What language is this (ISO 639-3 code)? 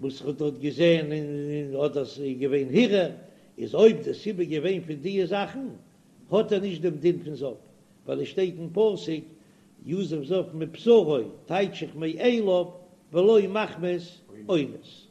yid